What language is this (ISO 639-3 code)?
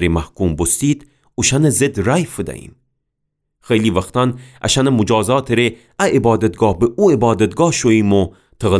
glk